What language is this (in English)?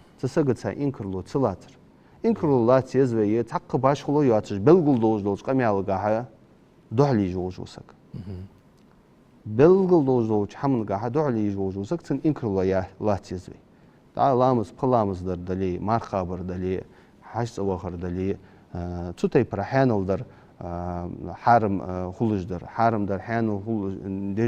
Ingush